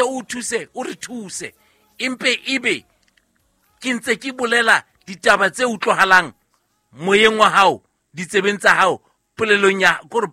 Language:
Southern Sotho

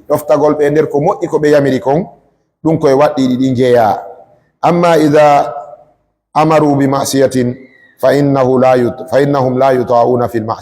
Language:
Fula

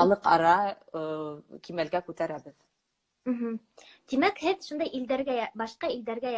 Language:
Bashkir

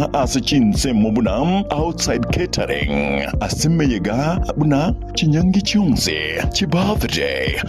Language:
Gusii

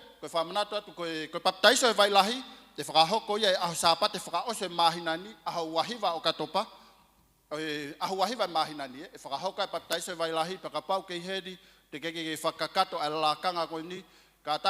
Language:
Tongan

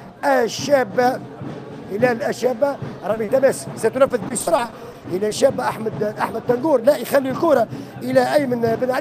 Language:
Tunisian Arabic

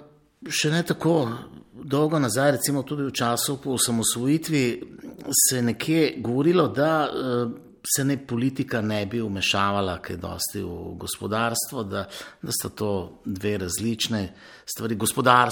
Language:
Slovenian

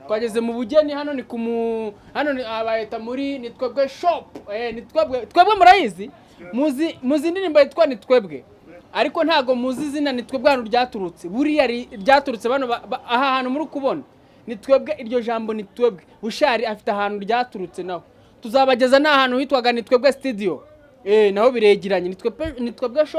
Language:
Kinyarwanda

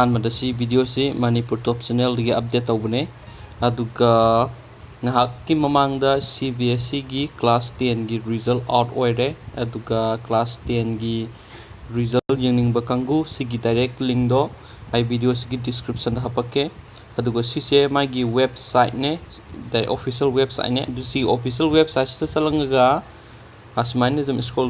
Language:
Manipuri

